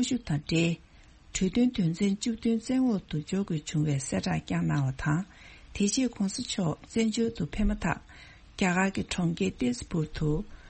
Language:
Tibetan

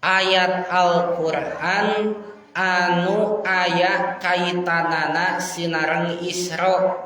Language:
Sundanese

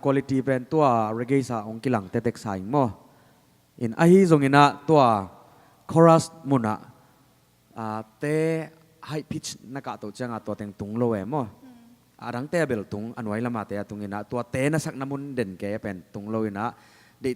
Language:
Tedim Chin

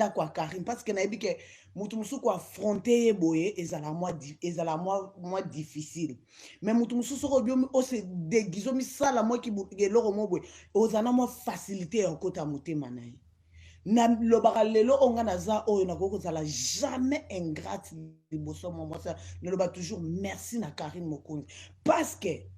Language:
Lingala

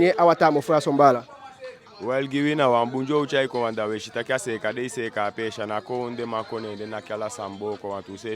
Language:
Eastern Maroon Creole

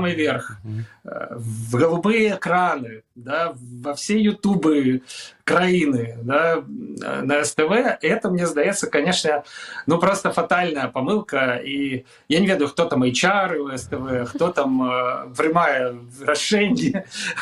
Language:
Belarusian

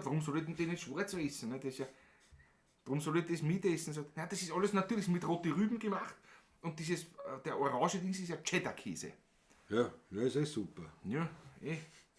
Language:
Bavarian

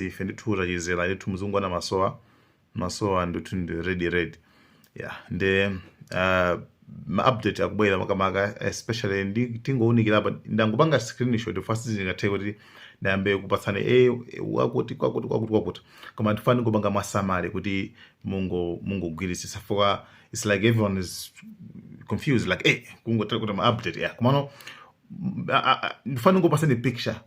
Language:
Nyanja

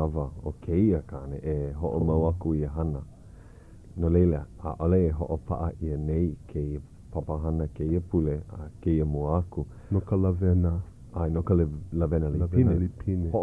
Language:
Hawaiian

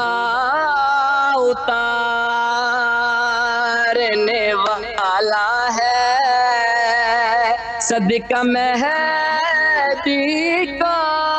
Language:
Urdu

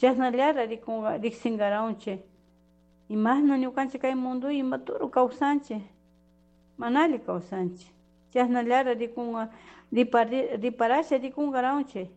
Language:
Chimborazo Highland Quichua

